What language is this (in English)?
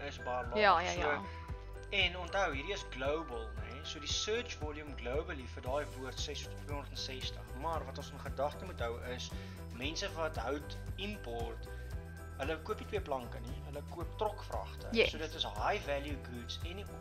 Afrikaans